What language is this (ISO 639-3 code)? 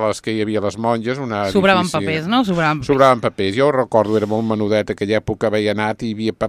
cat